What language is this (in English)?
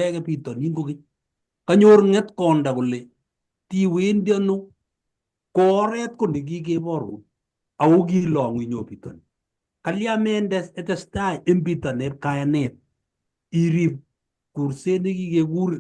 Kalenjin